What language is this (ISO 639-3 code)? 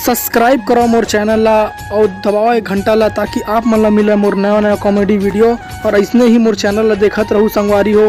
hne